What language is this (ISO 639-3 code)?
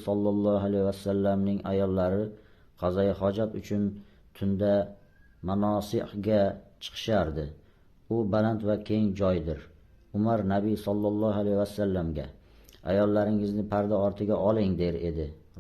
uzb